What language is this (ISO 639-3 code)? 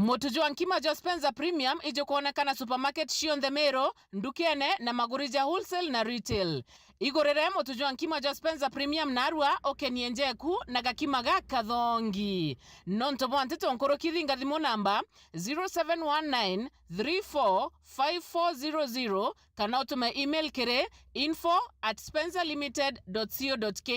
mer